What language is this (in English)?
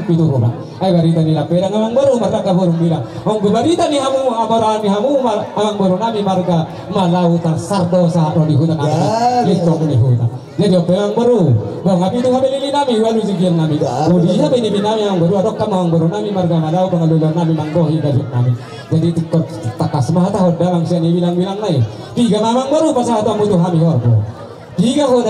Batak Toba